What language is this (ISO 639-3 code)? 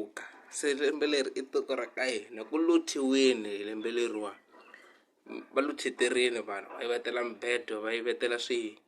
tso